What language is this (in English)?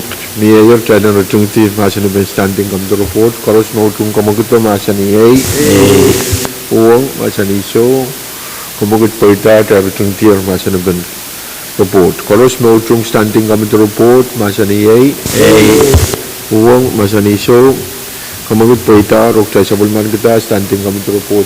Pohnpeian